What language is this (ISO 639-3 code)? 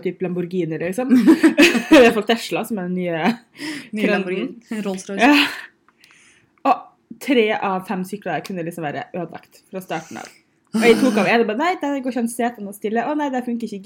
nor